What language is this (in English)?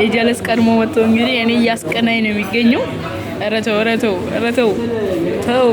Amharic